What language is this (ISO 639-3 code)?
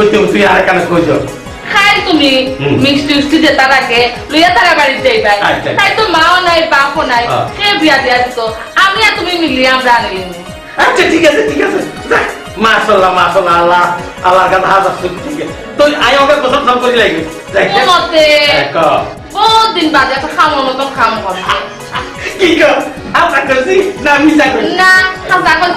syl